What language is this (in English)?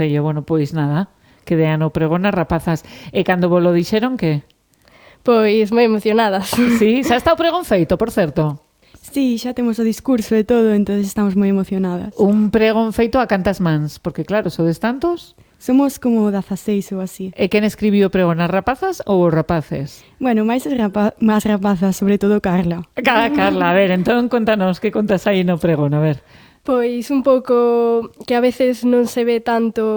Galician